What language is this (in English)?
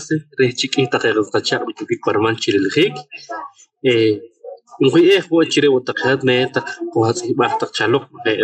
Poqomchi'